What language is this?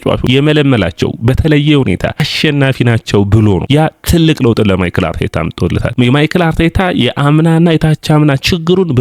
Amharic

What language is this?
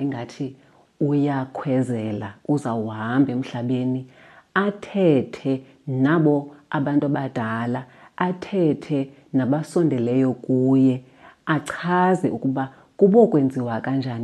Xhosa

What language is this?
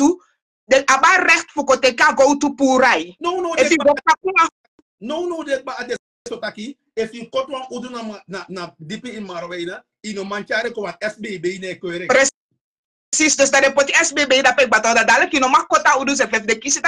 Sranan Tongo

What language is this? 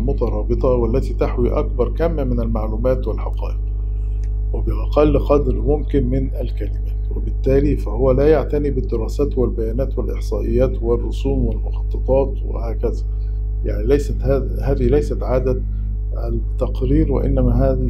Arabic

